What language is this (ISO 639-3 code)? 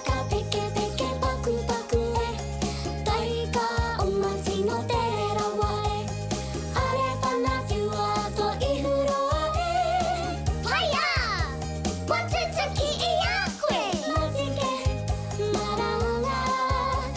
mri